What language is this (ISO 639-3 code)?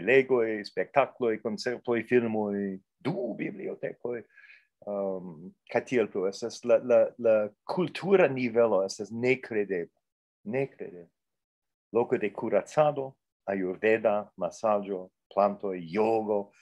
epo